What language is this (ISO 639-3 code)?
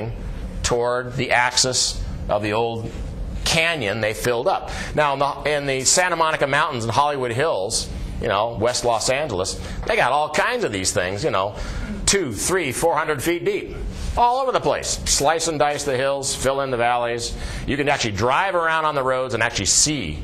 eng